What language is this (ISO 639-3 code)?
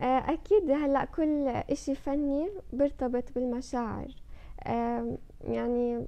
apc